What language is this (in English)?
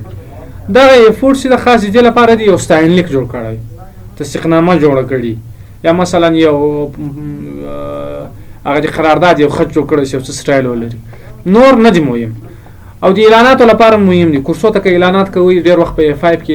Pashto